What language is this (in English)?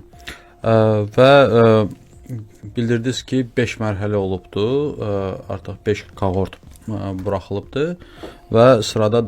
Azerbaijani